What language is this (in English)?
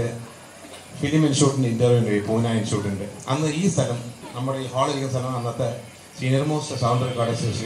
Malayalam